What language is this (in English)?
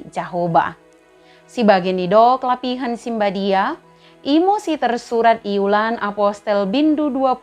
Batak Dairi